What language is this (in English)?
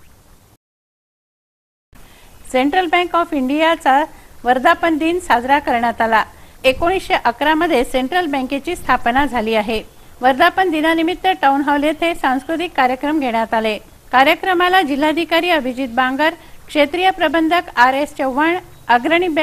Marathi